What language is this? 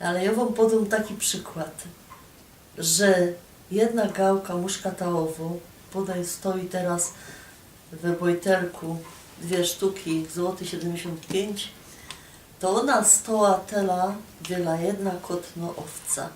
Silesian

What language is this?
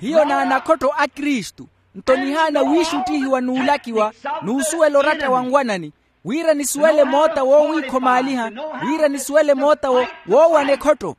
Makhuwa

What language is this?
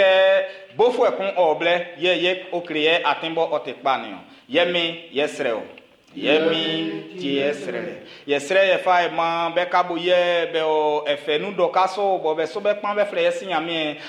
Baoulé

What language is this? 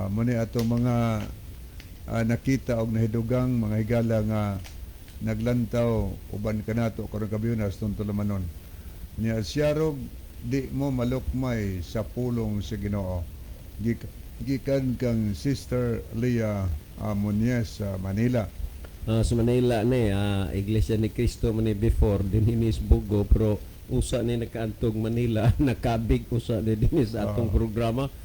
Cebuano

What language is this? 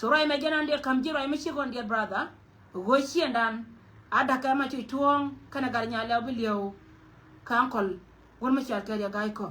Nuer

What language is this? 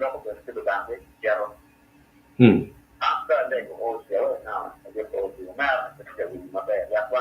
Acoli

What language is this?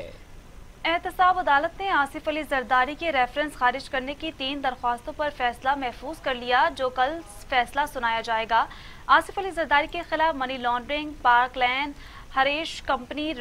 Urdu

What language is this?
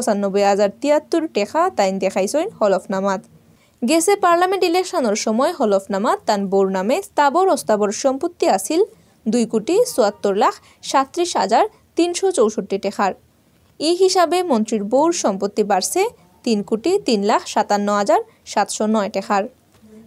Sylheti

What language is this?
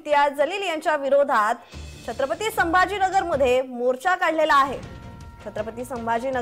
Marathi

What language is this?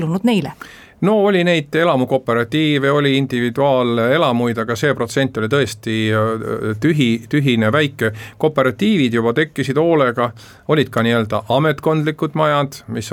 Estonian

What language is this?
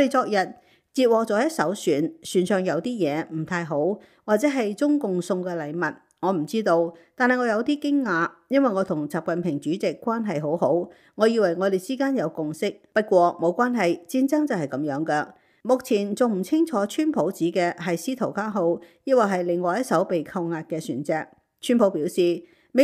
Cantonese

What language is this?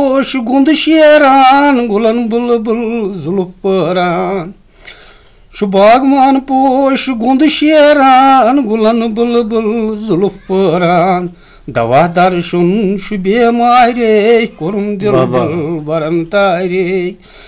Kashmiri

